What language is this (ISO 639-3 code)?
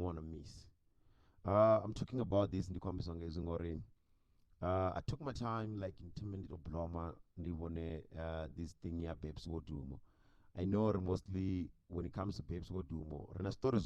ven